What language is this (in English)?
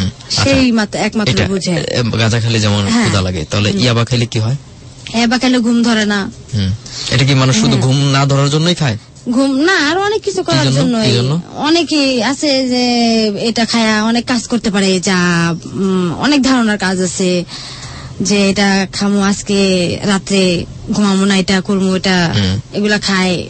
Bangla